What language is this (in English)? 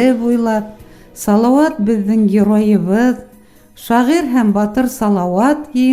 Bashkir